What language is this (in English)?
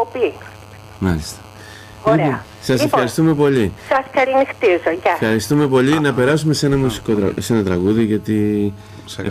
Greek